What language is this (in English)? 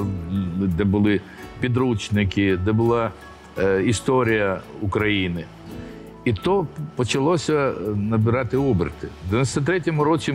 Ukrainian